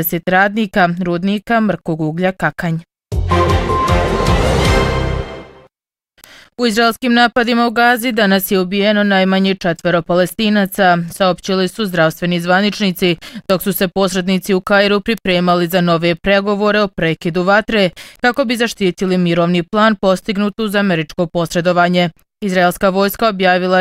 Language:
Bosnian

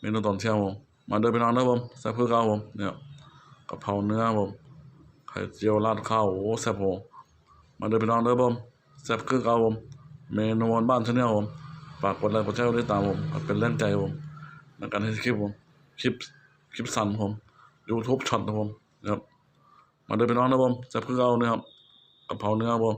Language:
Northeastern Thai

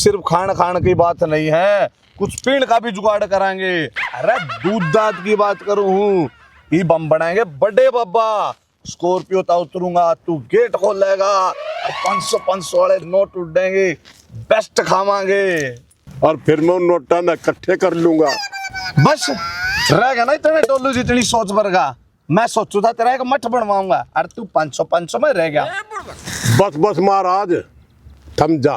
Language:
Haryanvi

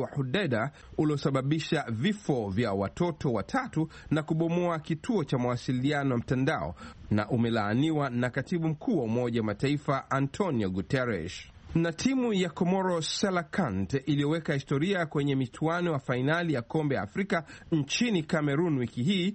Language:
Swahili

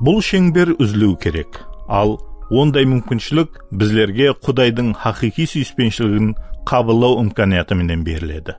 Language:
Kara-Kalpak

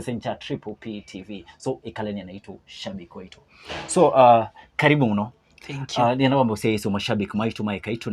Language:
Kamba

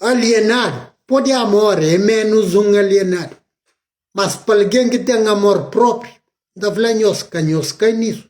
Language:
Kabuverdianu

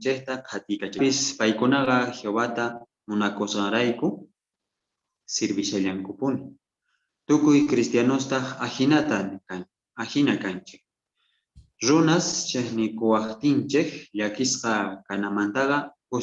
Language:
South Bolivian Quechua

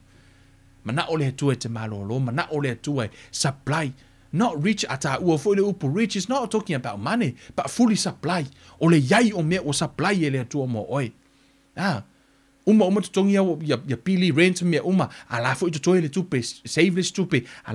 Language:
Samoan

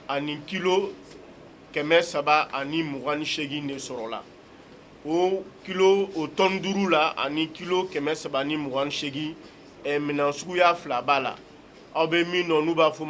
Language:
Bambara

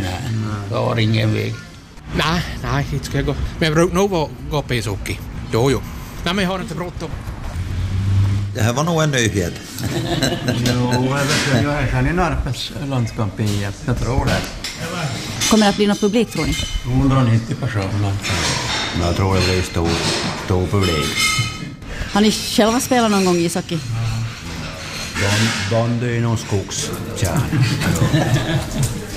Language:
Swedish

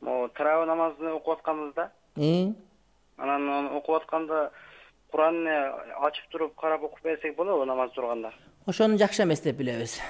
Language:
Kyrgyz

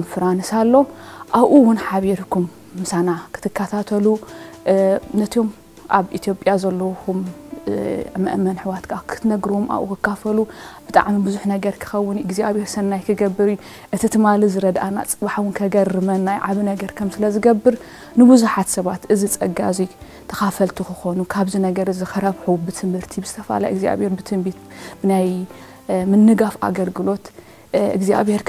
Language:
Tigrinya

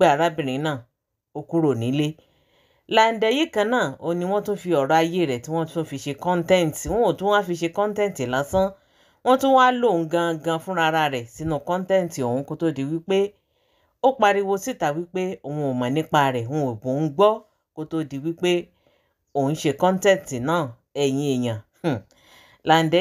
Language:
Yoruba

